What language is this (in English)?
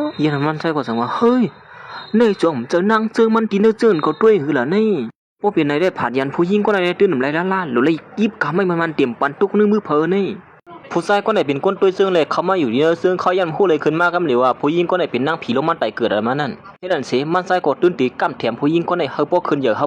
Shan